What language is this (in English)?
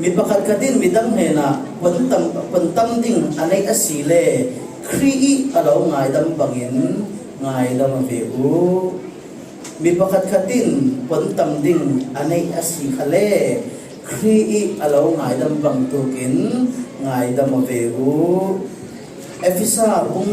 Falam Chin